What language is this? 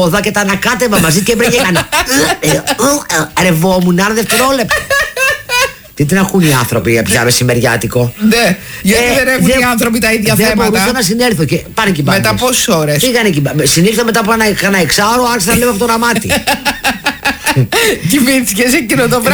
Greek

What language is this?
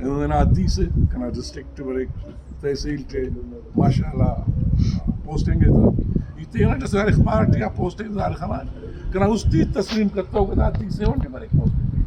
Brahui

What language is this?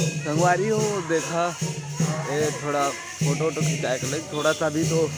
Chhattisgarhi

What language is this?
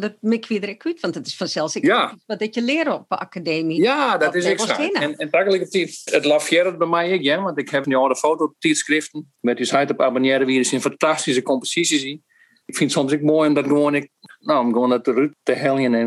Western Frisian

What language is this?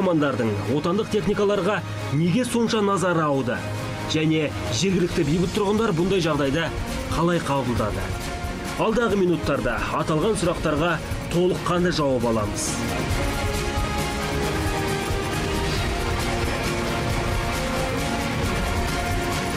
Kazakh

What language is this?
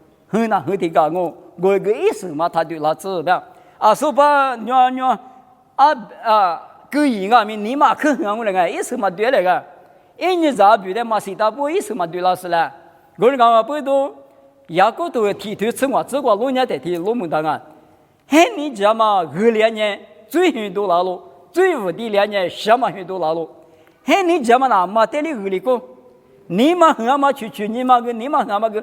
Lisu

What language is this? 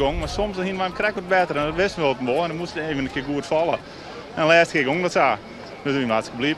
Western Frisian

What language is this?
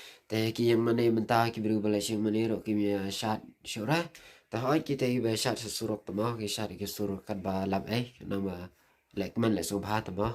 Khasi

